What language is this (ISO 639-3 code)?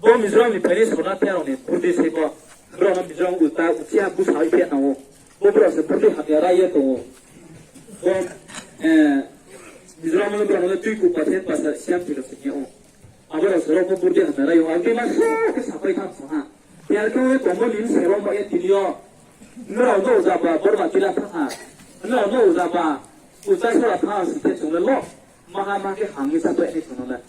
ria